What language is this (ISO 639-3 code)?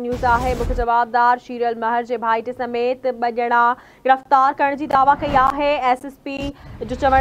snd